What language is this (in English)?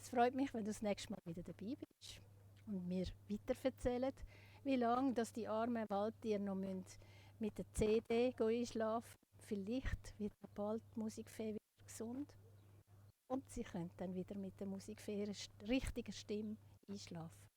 Swiss German